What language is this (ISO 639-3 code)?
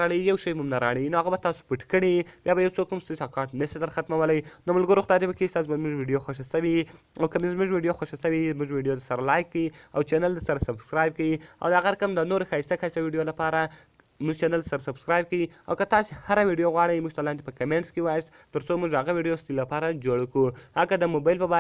pus